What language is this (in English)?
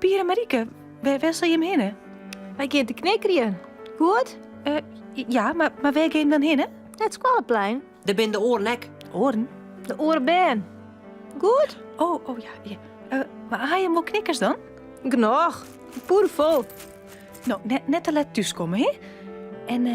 Western Frisian